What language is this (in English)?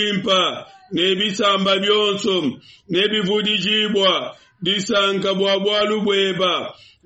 Luba-Lulua